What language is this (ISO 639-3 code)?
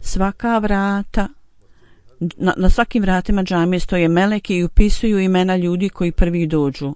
bos